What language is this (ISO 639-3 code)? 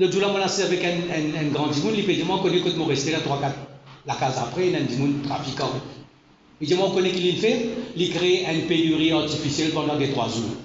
mfe